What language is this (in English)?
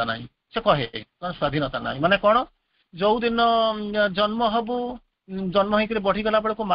Odia